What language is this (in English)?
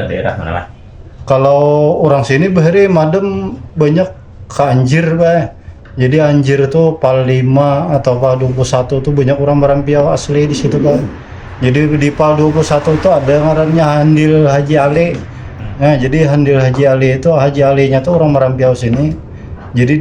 Banjar